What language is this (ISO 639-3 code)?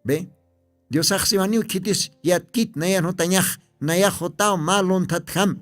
aym